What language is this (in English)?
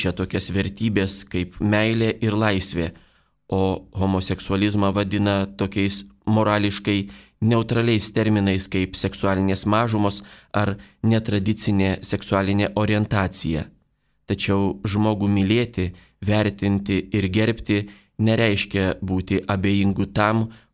Lithuanian